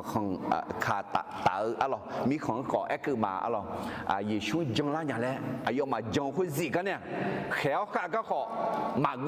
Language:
Akha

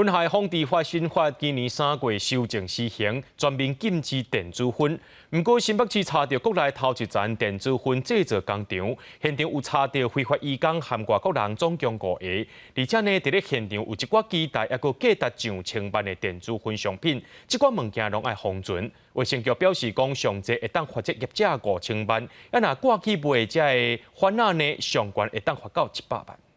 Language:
Min Nan Chinese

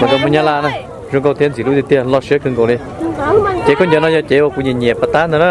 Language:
Hmong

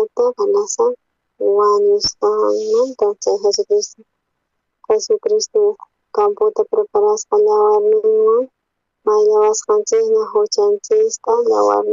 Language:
South Bolivian Quechua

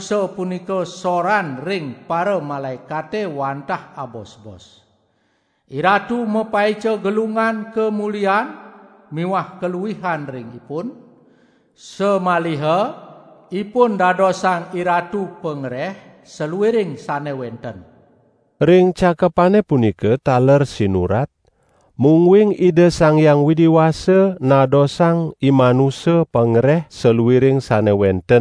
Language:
Balinese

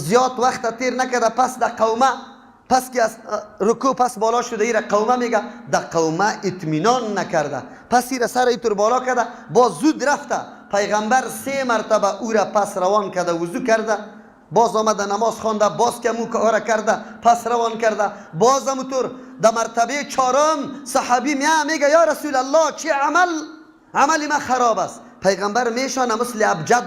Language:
Persian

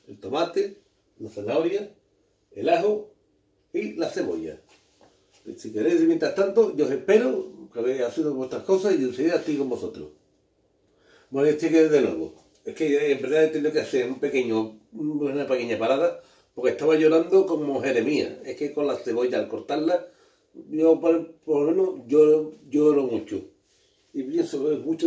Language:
Spanish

